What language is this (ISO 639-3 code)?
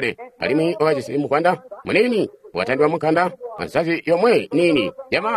toi